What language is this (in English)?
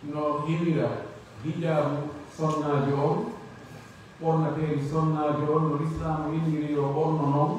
Pular